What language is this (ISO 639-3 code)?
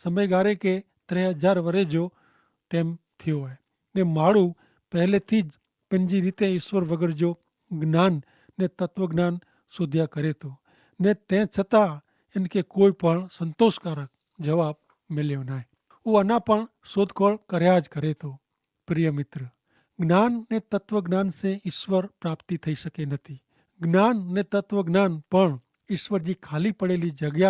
kfr